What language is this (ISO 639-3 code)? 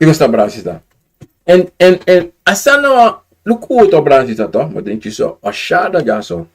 srn